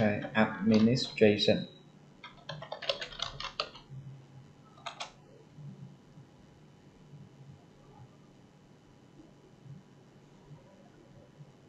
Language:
Vietnamese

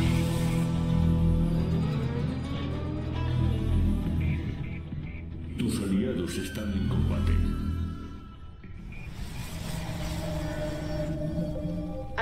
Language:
Spanish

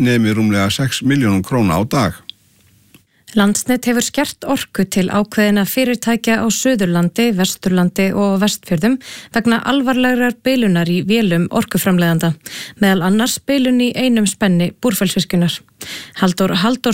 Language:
Icelandic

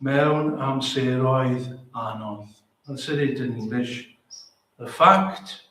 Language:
Welsh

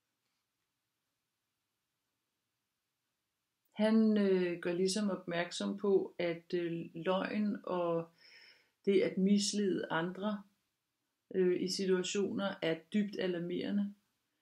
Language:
Danish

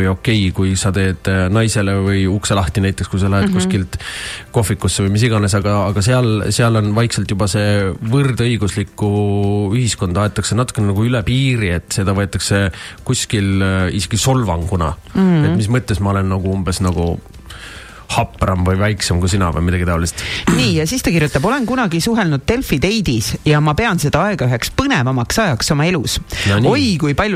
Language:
Estonian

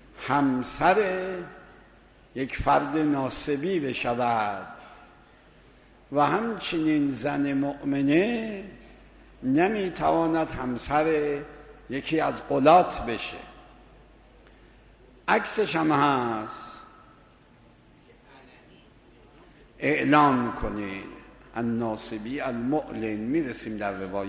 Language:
Persian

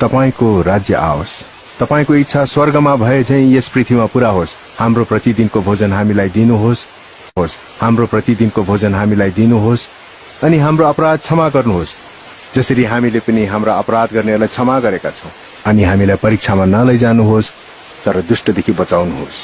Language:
Nepali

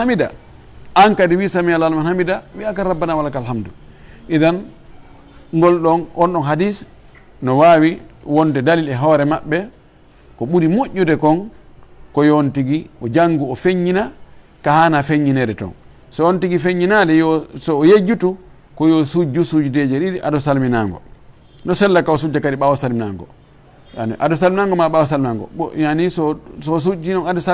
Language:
Fula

